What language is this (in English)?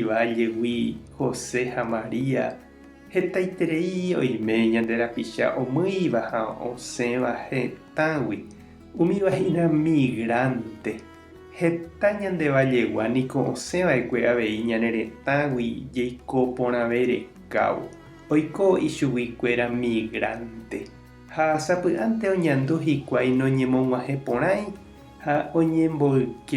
Guarani